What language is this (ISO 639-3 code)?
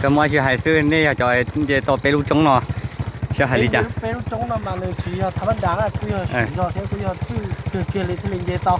hmn